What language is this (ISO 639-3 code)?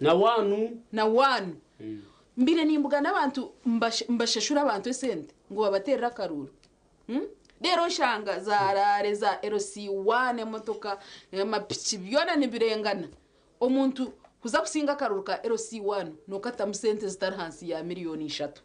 nyn